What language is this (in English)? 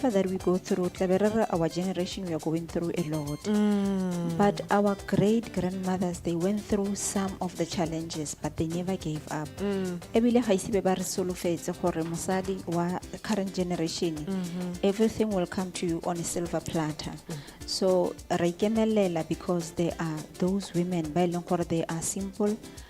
Tswana